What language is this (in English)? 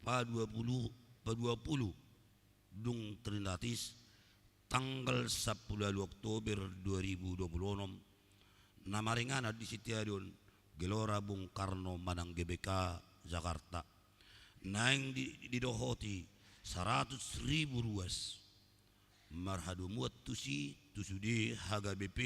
Batak Toba